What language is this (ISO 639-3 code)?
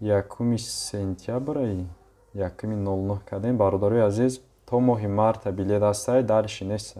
tgk